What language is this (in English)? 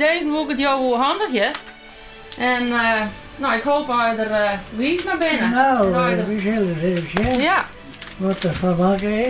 Western Frisian